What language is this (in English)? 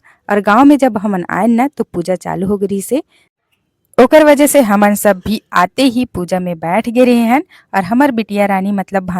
Chhattisgarhi